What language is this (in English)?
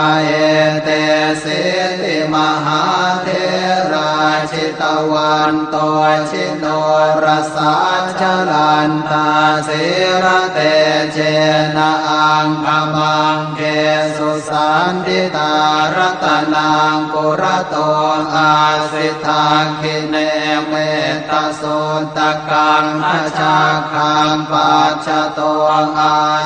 Pali